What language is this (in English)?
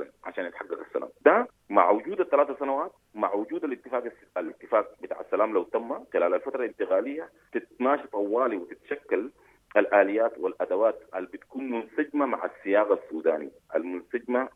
Sudanese Arabic